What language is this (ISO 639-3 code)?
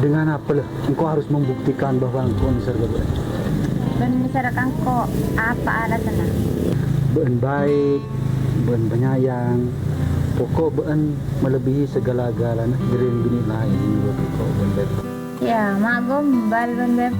mad